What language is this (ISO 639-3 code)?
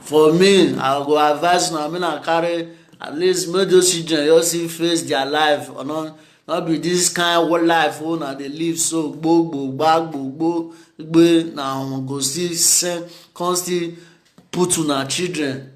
pcm